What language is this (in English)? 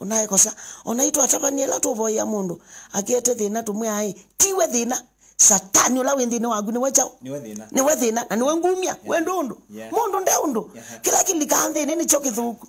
Kamba